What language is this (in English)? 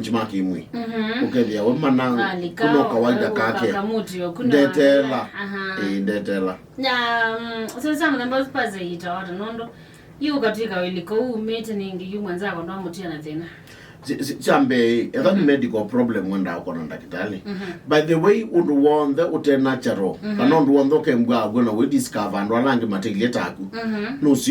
Kamba